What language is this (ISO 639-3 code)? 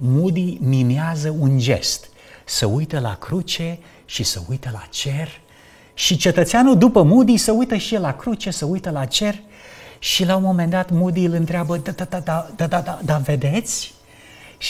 ron